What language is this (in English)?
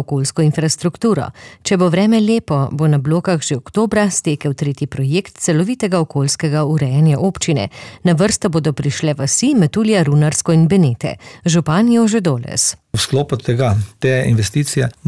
Slovenian